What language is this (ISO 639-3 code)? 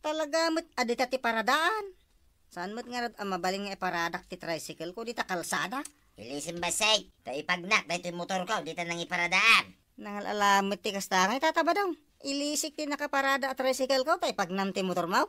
ilo